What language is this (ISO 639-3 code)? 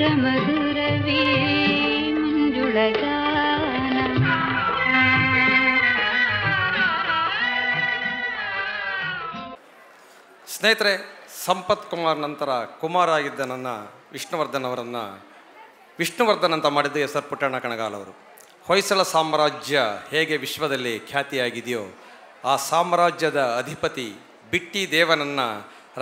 kan